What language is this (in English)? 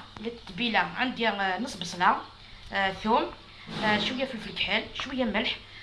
Algerian Arabic